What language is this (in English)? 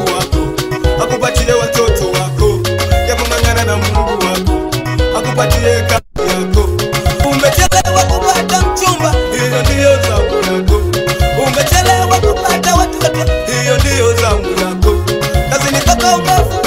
Swahili